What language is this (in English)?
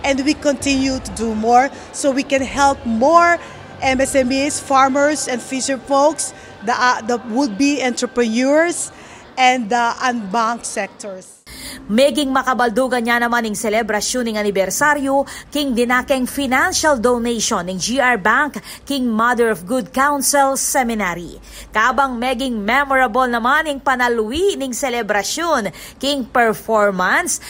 Pampanga